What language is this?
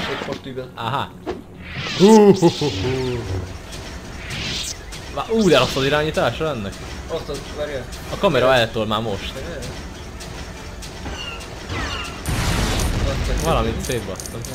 Hungarian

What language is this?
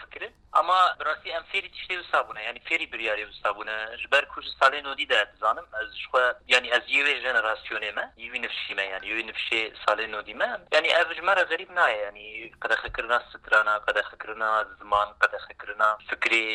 Kurdish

